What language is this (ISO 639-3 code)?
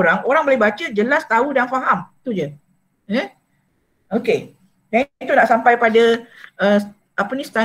msa